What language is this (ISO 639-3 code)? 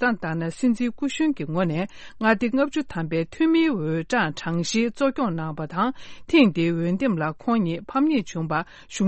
bod